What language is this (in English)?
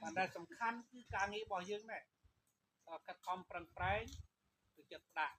Khmer